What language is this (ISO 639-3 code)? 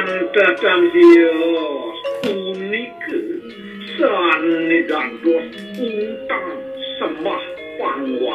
ban